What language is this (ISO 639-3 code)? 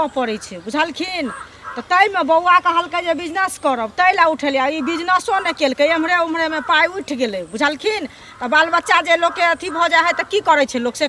mai